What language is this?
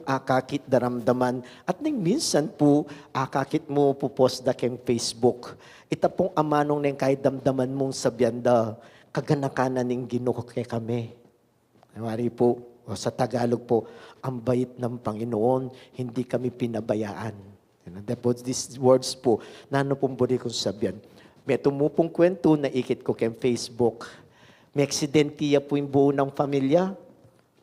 Pampanga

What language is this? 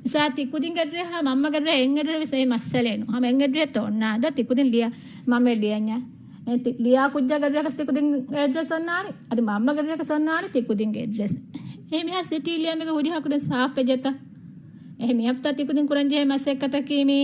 Divehi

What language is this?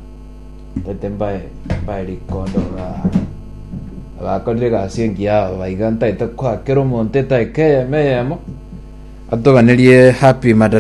Gusii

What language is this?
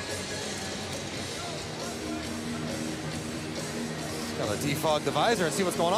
English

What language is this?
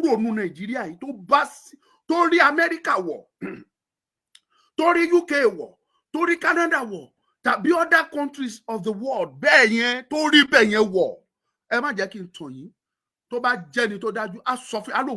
Yoruba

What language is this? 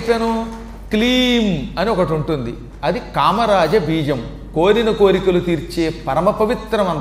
Telugu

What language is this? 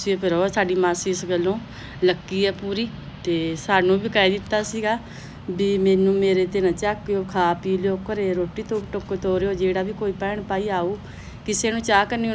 Punjabi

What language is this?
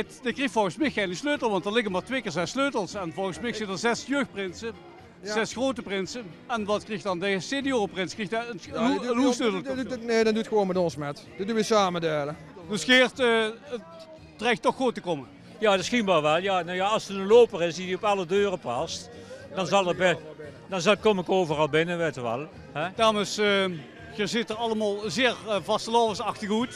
Limburgish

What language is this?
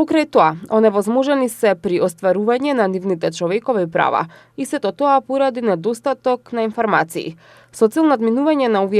Macedonian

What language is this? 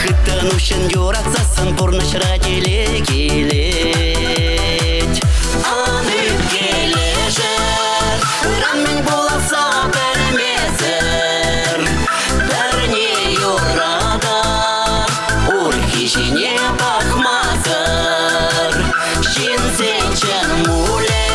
Chuvash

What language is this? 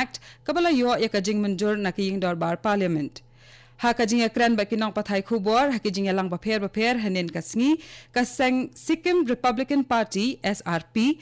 Khasi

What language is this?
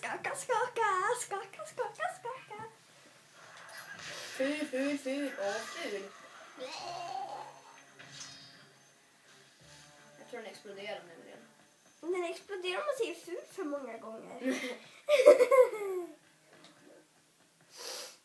Swedish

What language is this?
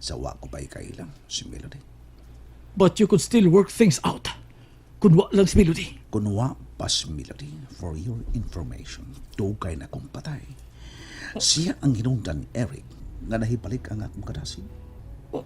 Cebuano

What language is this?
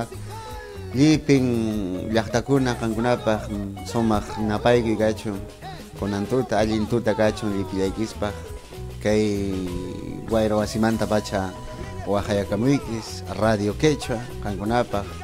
Ayacucho Quechua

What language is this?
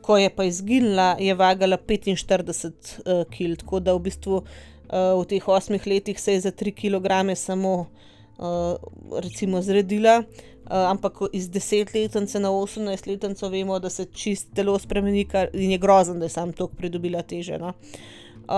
Slovenian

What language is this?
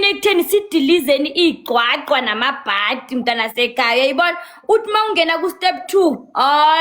Zulu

